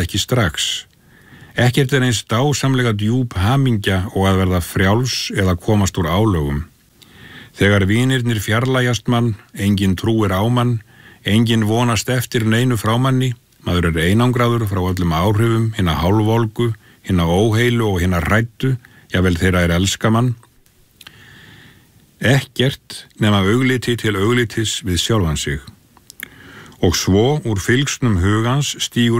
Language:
Icelandic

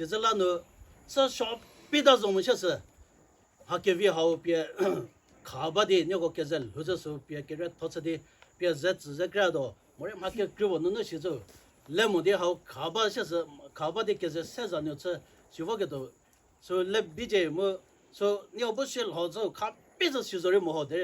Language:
Chokri Naga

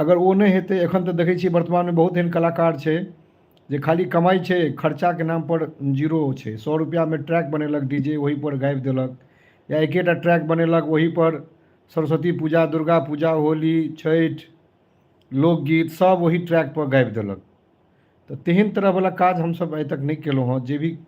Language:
Maithili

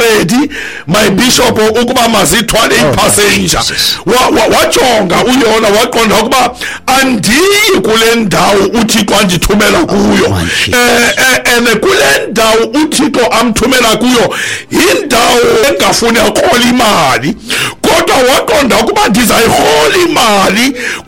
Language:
Xhosa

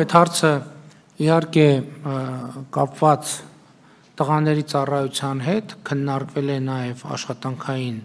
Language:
Armenian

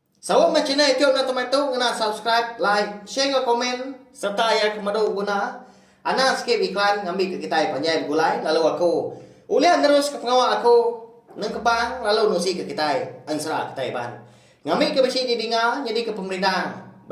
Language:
Iban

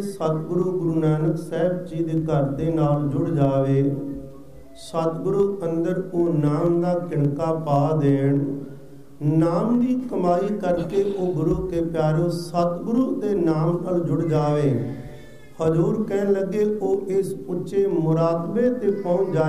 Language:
Punjabi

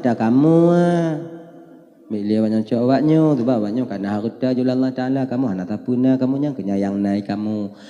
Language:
Achinese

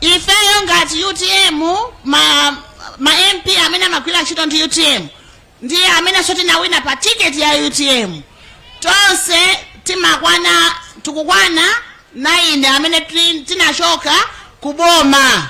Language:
Nyanja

